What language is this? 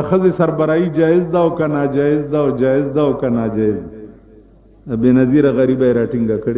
Pashto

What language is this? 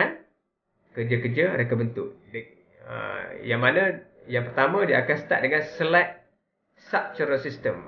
Malay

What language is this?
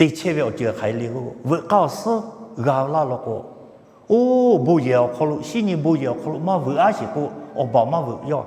Lahu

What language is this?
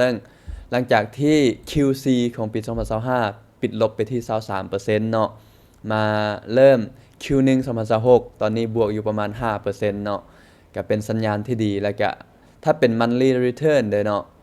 Lao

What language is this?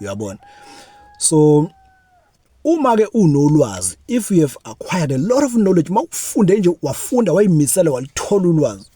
Zulu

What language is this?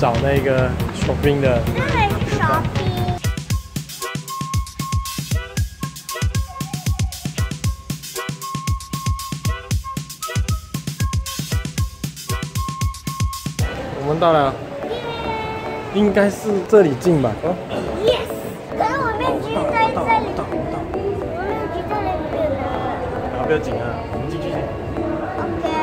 Chinese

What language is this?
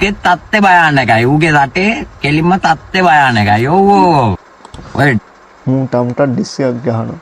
Sinhala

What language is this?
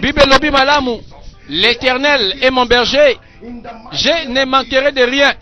Lingala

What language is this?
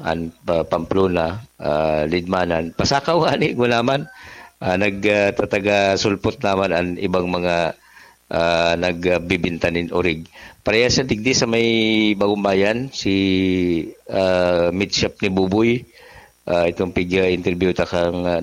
Bikol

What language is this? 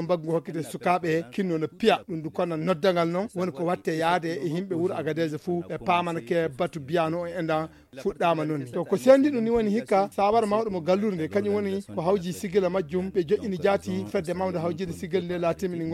Fula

